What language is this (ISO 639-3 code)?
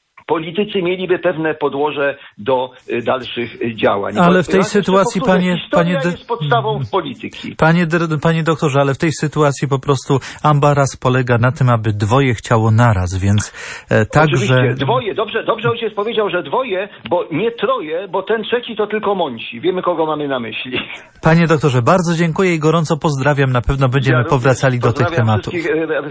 pol